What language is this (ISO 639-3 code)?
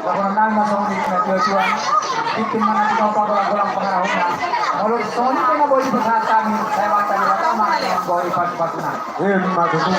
bbc